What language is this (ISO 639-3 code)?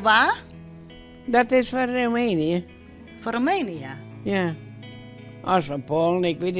fry